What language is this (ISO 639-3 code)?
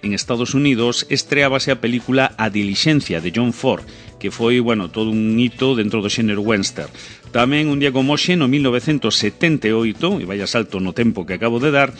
glg